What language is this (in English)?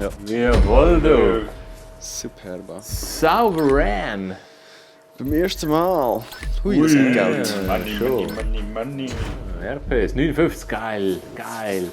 Swiss German